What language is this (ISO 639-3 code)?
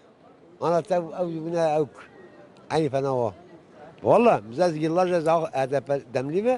kur